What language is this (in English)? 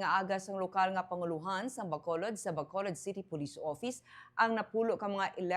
Hiligaynon